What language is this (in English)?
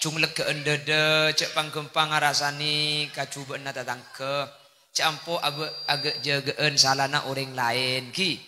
Madurese